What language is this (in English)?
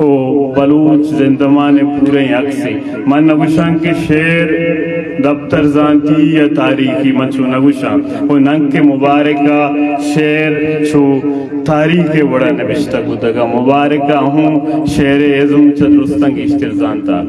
Eastern Balochi